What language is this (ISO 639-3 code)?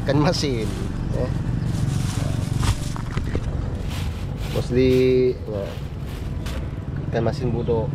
msa